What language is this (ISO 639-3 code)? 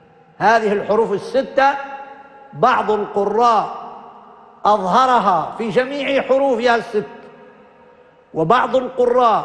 ara